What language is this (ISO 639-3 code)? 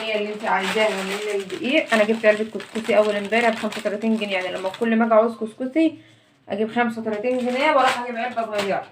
arz